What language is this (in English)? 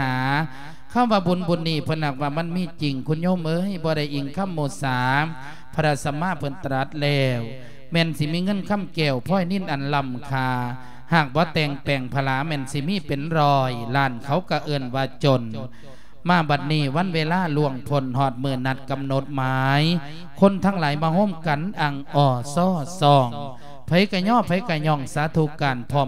Lao